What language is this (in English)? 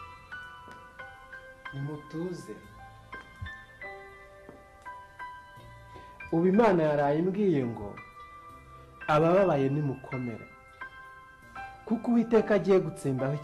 Kinyarwanda